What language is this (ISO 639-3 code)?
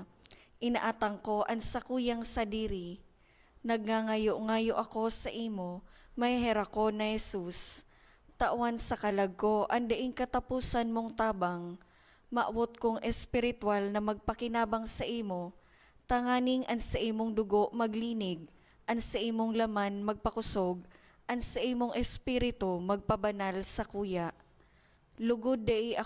bik